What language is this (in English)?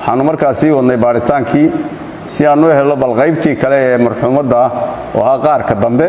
Somali